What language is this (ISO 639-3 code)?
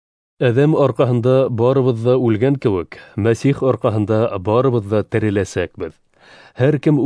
bak